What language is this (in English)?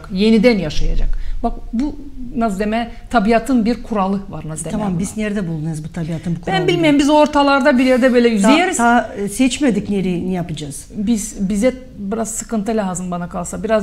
Gagauz